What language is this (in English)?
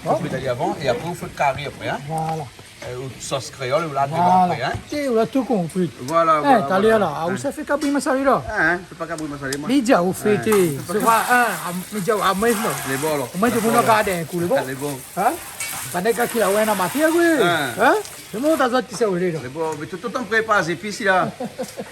Réunion Creole French